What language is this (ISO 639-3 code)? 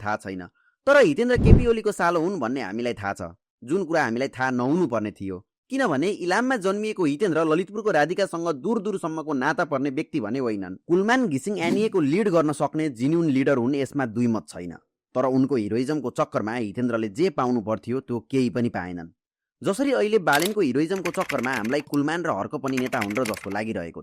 nep